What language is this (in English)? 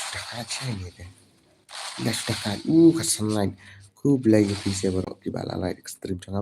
Khasi